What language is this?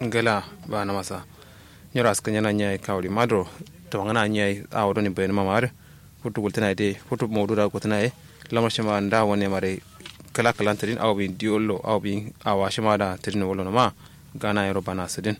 Kanuri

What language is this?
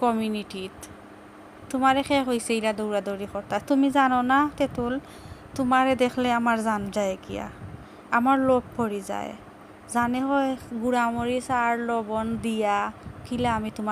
Sylheti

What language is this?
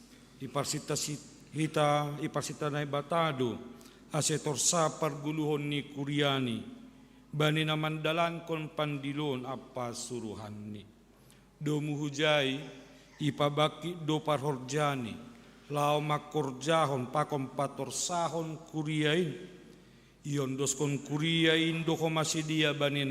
Batak Simalungun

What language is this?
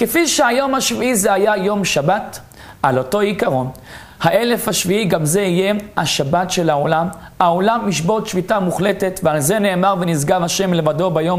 Hebrew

